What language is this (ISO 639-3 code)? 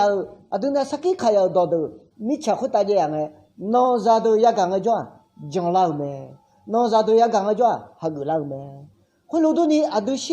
ahk